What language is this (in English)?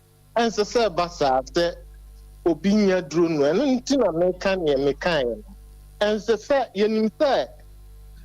Akan